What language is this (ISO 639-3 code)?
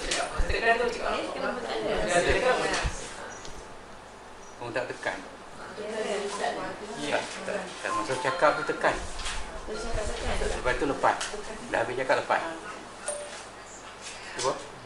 msa